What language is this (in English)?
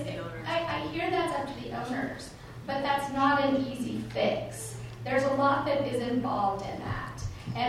English